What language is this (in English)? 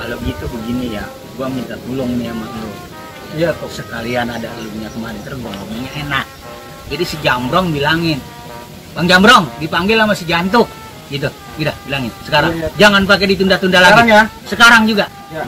Betawi